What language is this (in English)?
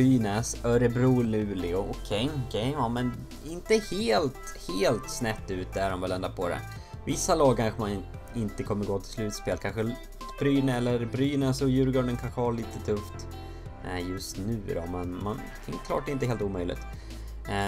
Swedish